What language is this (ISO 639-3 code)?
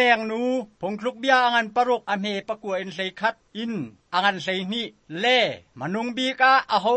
cnh